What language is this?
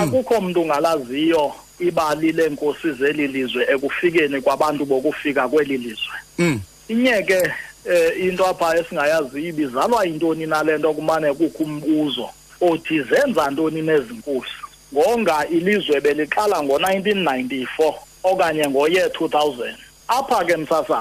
Xhosa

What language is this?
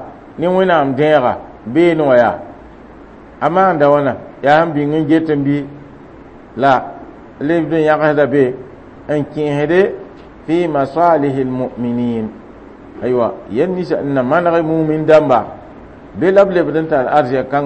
Mossi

